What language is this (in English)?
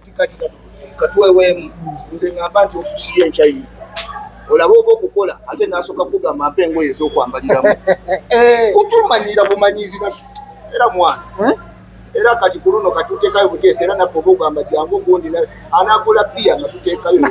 Ganda